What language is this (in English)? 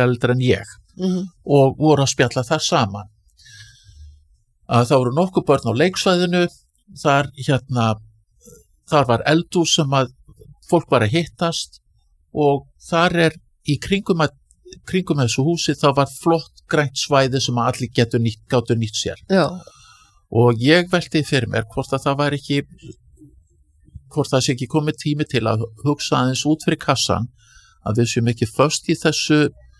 Icelandic